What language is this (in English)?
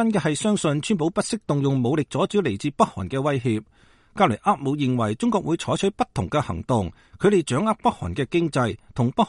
Cantonese